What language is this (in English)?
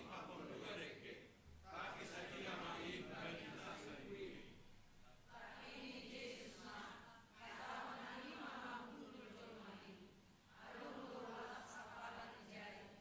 Batak Simalungun